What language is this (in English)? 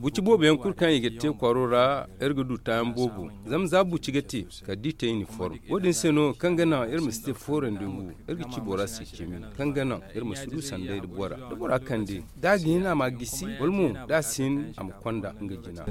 Zarma